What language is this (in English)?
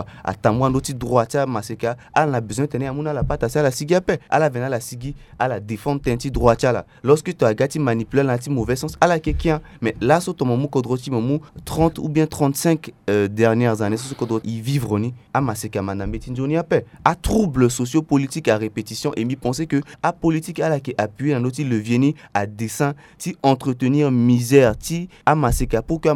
Sango